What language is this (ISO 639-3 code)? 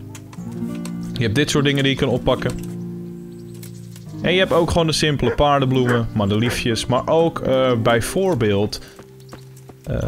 nld